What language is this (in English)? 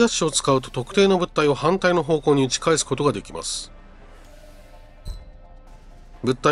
Japanese